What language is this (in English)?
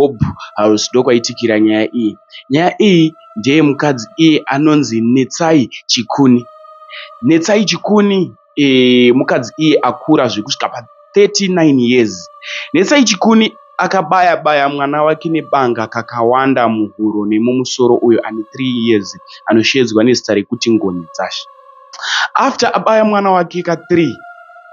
Shona